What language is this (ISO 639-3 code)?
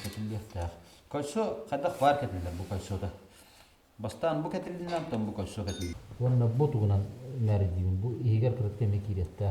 sah